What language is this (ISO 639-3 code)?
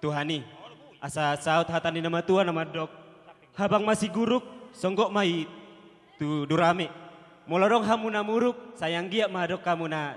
bbc